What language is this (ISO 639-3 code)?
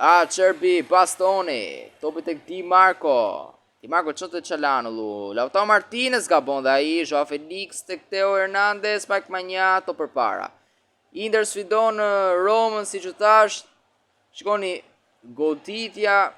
sqi